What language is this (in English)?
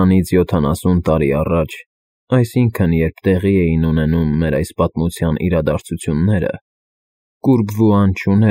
Armenian